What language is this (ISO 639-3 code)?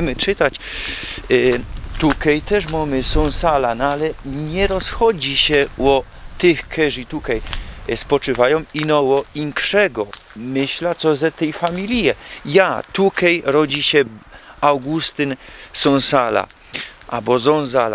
szl